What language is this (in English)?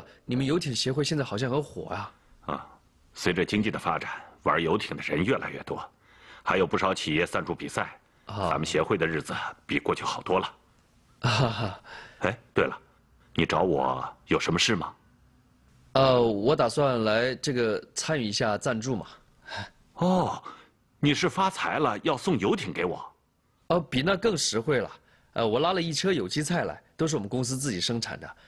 Chinese